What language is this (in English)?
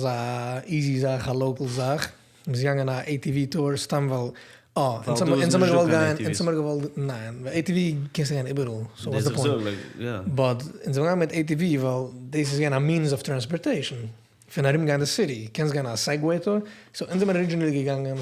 Yiddish